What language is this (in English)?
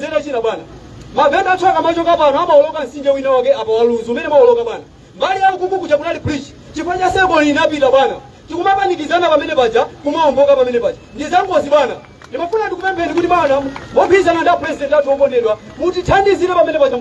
Nyanja